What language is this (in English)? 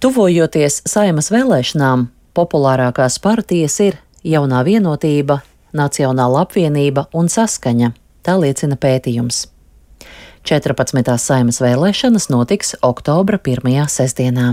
Latvian